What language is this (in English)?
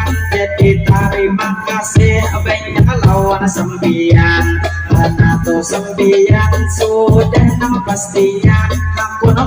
Banjar